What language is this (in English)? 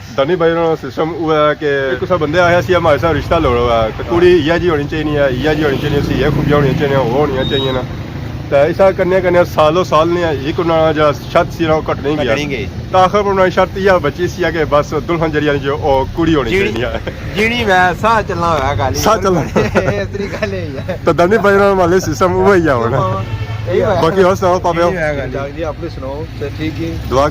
Pahari-Potwari